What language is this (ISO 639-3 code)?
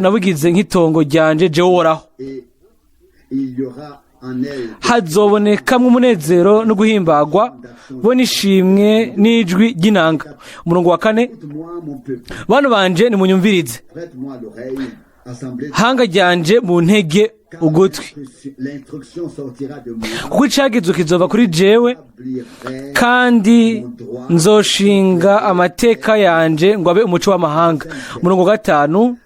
run